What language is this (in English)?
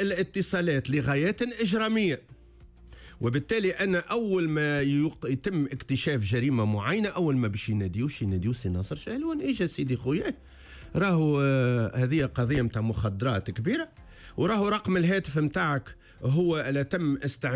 Tunisian Arabic